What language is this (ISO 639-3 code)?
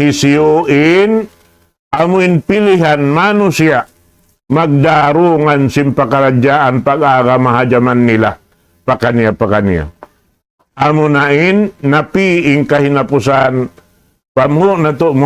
tsg